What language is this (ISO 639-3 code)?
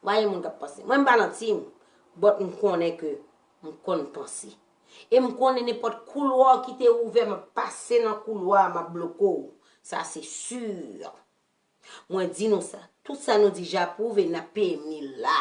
hat